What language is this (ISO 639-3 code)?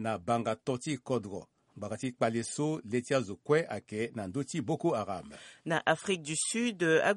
sag